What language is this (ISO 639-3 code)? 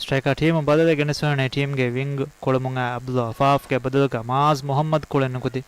div